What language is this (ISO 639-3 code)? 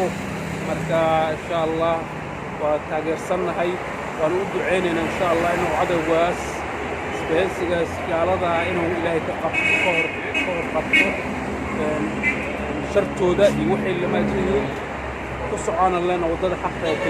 som